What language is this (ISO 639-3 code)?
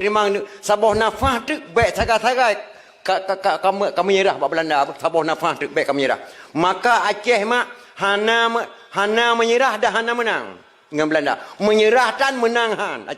ace